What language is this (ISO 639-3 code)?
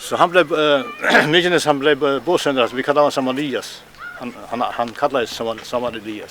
fao